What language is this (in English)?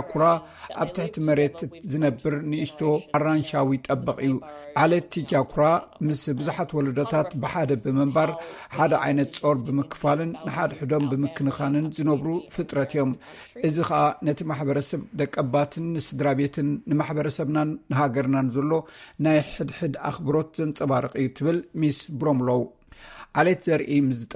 Tigrinya